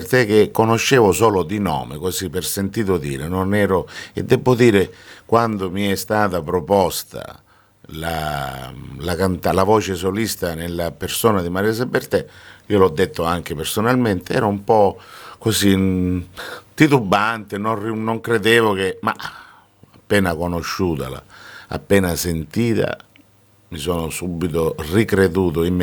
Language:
Italian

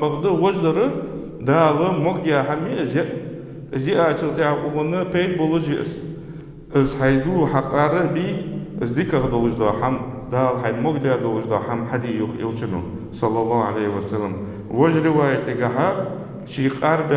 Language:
Ingush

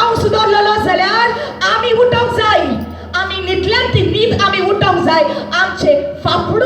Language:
Konkani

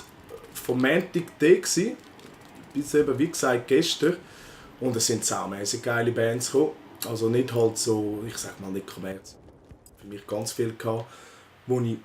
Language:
Swiss German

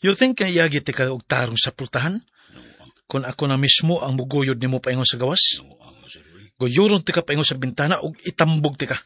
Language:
Cebuano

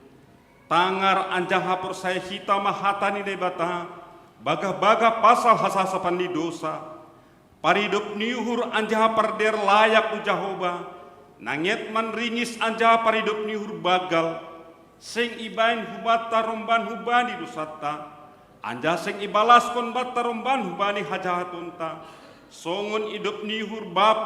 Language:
Batak Simalungun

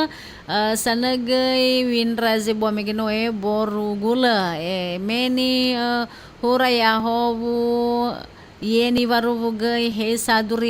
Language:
Nias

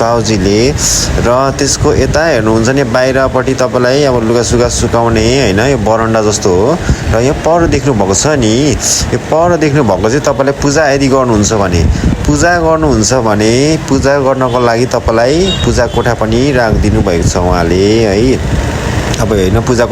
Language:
Nepali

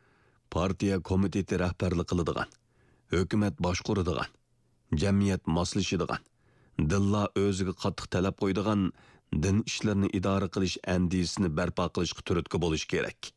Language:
Uyghur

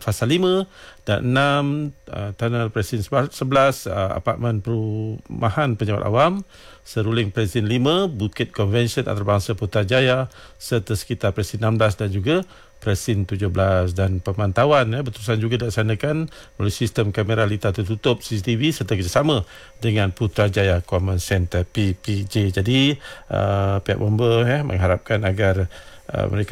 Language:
Malay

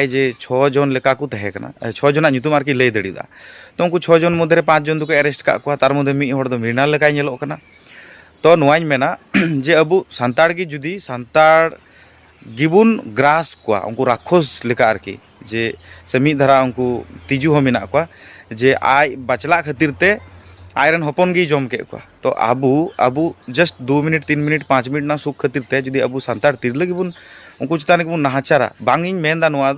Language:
Santali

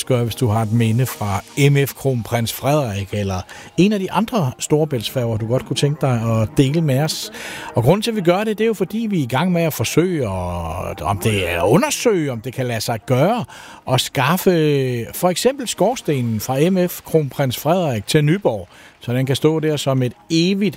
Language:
Danish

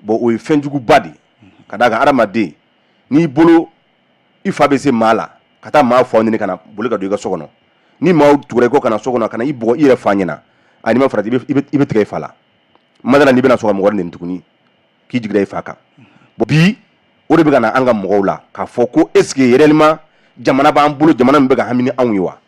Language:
Bambara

